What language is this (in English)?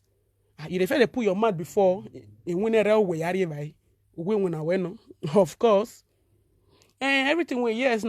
Nigerian Pidgin